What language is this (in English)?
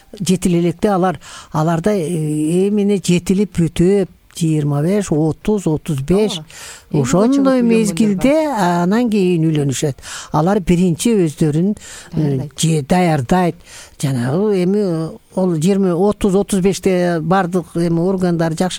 Kyrgyz